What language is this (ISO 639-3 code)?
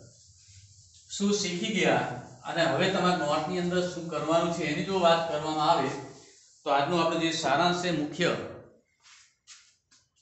guj